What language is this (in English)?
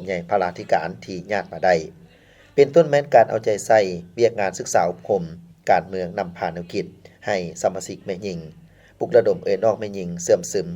Lao